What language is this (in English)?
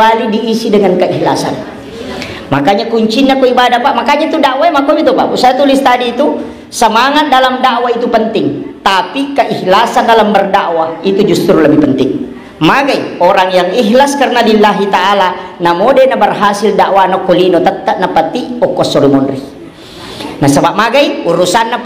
Buginese